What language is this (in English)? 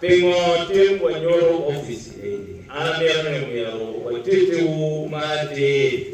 Acoli